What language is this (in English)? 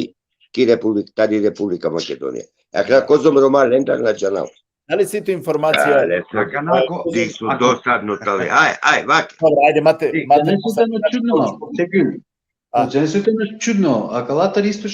Balkan Romani